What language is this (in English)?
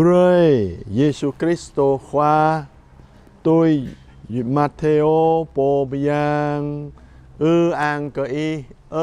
Jarai